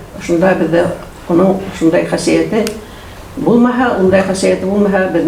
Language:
Bashkir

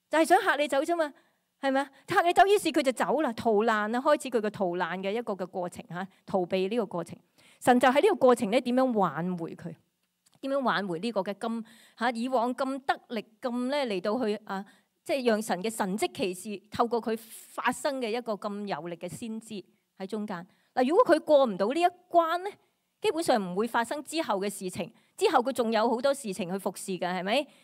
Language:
Cantonese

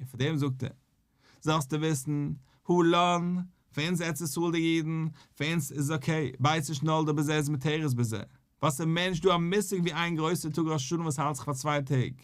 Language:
Yiddish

